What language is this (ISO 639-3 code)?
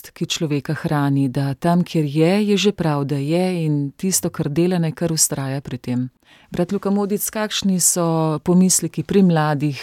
slv